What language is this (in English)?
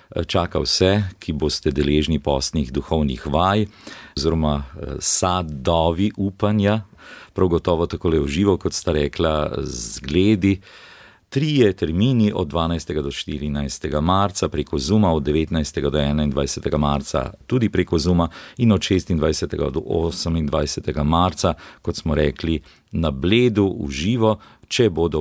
Slovenian